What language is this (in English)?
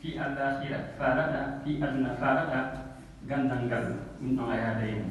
Fula